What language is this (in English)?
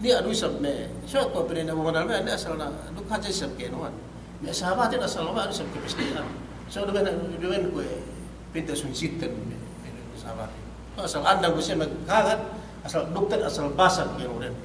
Yakan